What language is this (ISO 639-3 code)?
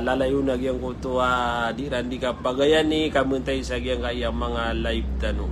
mrw